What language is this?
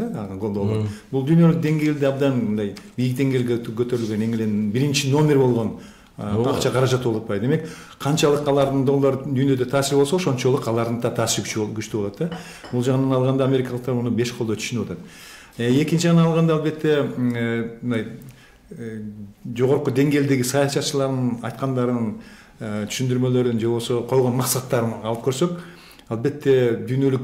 Kyrgyz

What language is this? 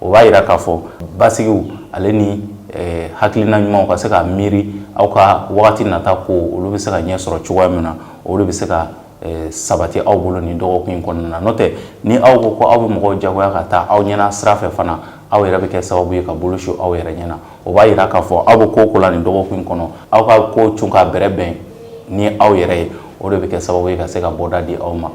Bambara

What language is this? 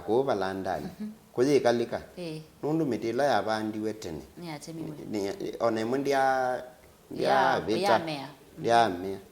Kamba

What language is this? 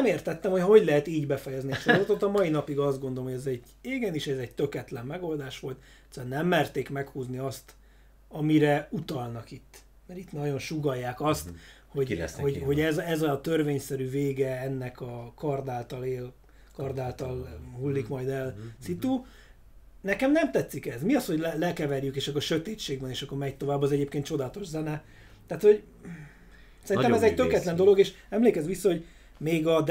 Hungarian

